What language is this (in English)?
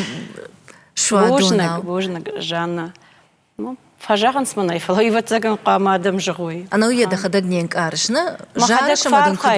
Ossetic